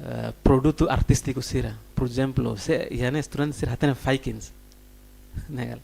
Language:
Tetum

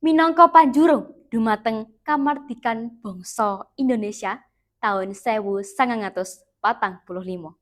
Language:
Javanese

